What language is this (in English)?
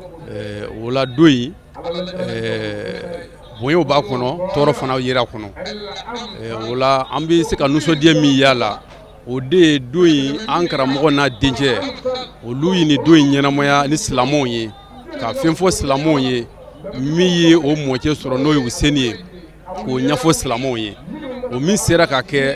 Bambara